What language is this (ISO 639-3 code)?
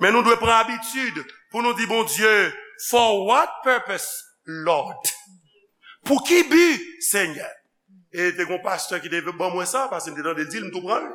hat